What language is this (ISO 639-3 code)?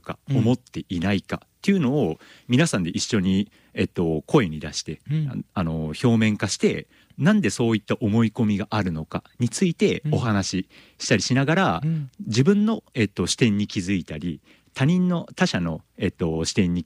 jpn